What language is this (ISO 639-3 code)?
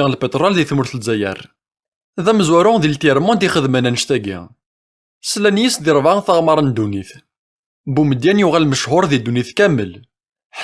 kab